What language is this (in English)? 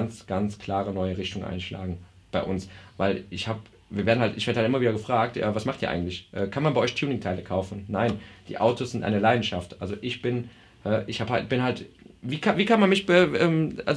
German